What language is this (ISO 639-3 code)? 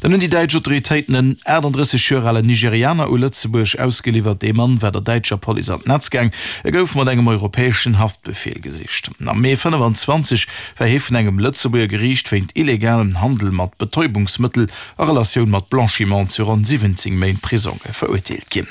ltz